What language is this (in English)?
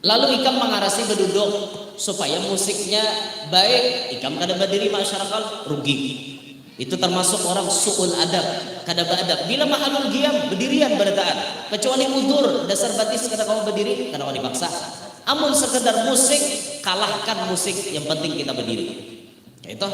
Banjar